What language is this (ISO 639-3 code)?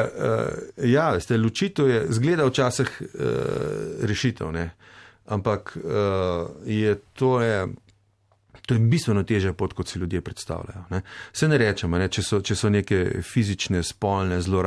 slv